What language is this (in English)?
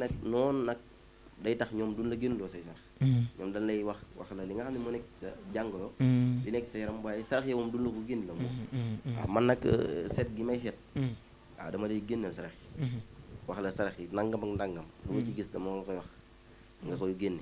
Wolof